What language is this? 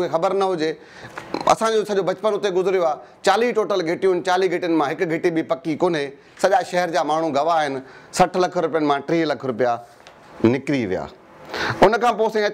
Sindhi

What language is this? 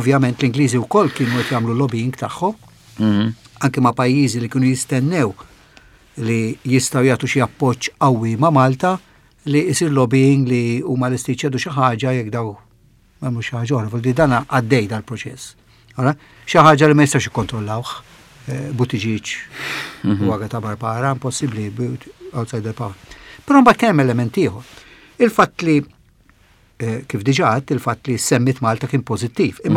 Maltese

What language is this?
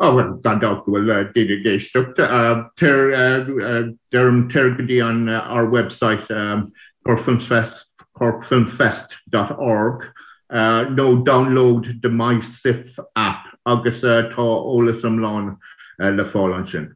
Irish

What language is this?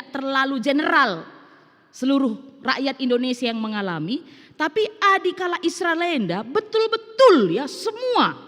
Batak Karo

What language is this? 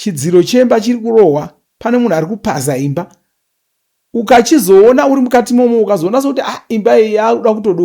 Shona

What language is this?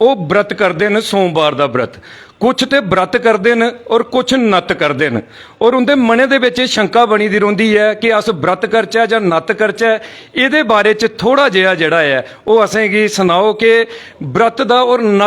Dogri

